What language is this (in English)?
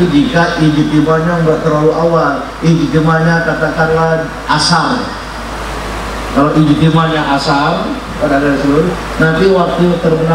Indonesian